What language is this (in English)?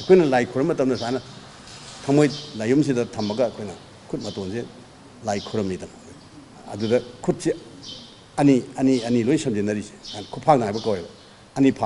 Manipuri